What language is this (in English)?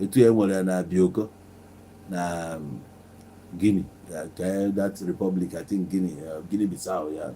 Igbo